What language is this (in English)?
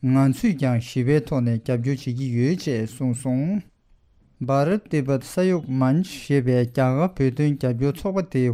Tibetan